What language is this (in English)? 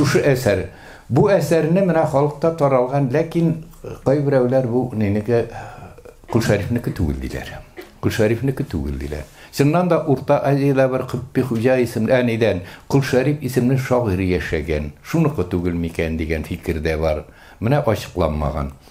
Tatar